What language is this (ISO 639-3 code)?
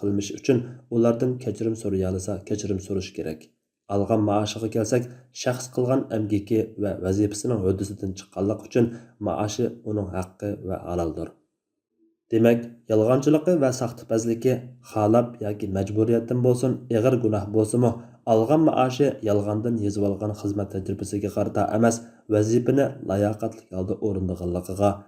uig